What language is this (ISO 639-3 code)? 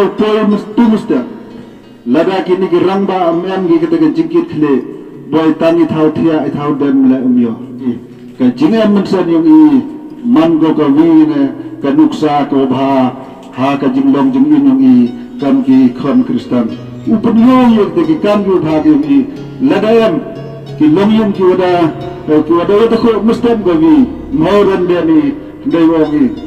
kha